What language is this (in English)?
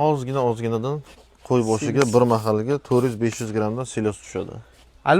Uzbek